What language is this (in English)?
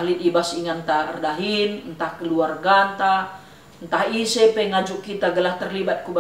Batak Karo